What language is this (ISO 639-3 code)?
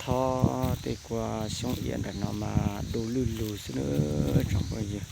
hmn